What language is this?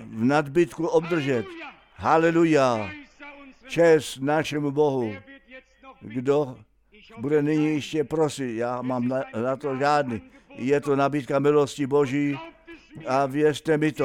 Czech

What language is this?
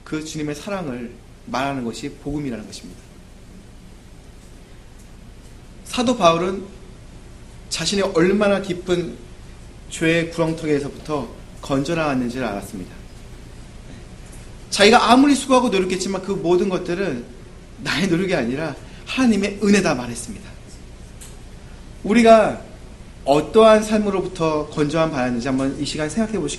Korean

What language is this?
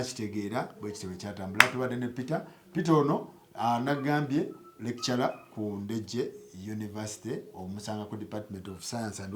Ganda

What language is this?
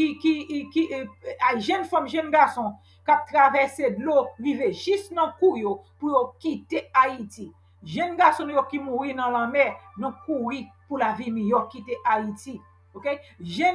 Haitian Creole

